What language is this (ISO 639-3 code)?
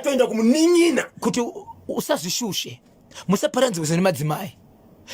sna